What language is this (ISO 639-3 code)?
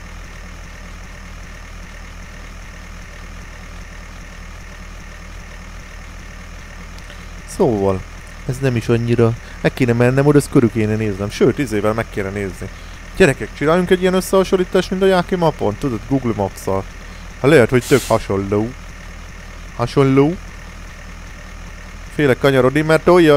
hun